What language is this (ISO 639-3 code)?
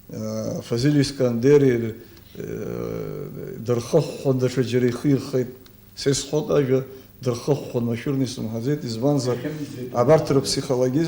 abk